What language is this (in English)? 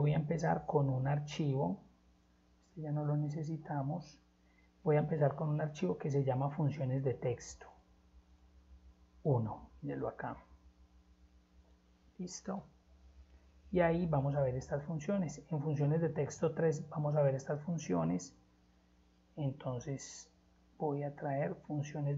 Spanish